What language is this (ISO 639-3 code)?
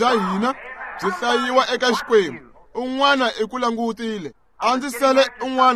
tso